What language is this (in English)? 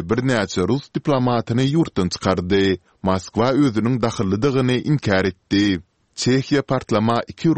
Turkmen